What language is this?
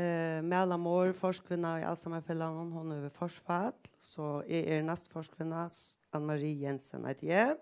Faroese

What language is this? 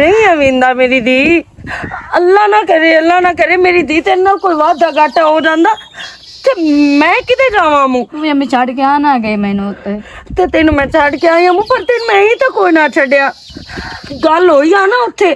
Western Panjabi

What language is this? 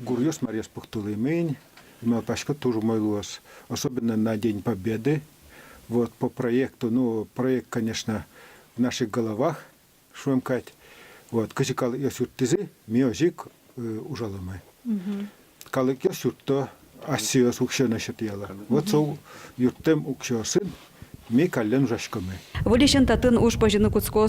Udmurt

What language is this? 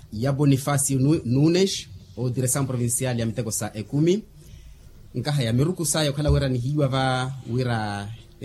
Makhuwa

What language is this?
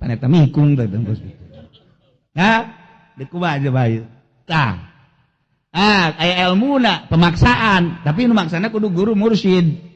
Sundanese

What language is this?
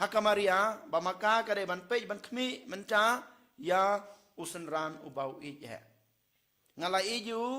Khasi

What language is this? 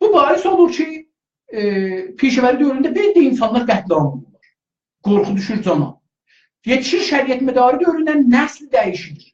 South Azerbaijani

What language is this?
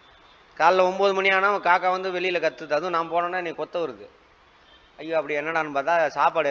Tamil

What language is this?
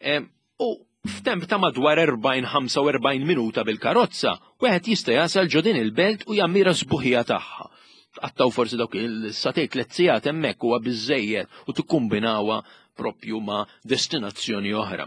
Maltese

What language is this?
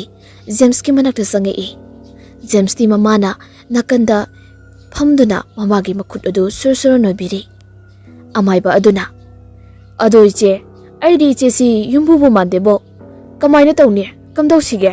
Manipuri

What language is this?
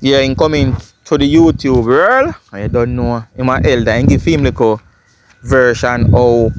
Jamaican Creole English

